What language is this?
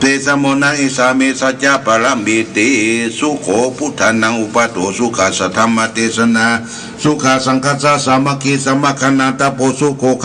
Pali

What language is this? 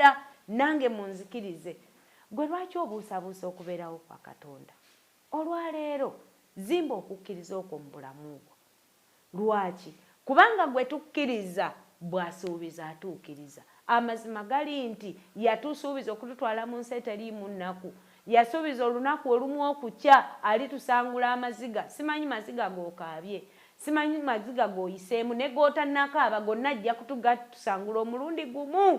Ganda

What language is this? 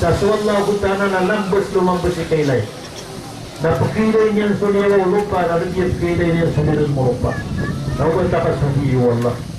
Maranao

